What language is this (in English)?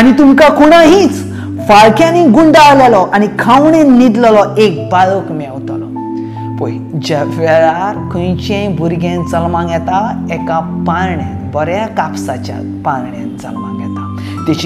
Konkani